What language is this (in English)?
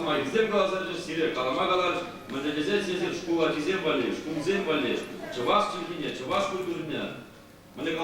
Chuvash